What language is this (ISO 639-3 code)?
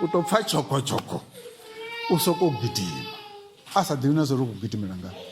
ven